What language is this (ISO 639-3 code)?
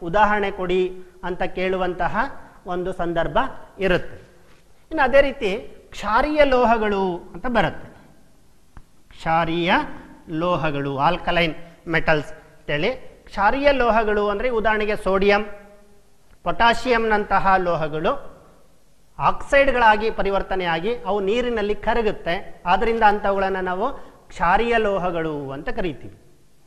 kan